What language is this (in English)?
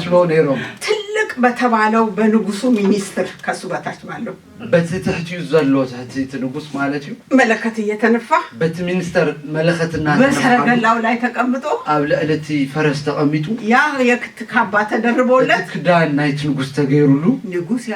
Tigrinya